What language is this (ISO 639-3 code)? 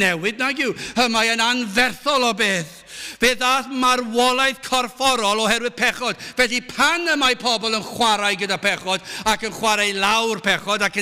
cym